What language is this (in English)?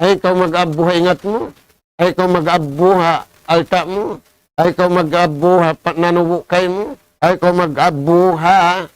Tausug